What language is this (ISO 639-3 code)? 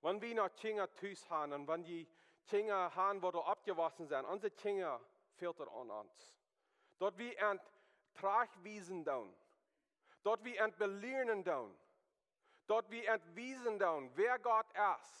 pdt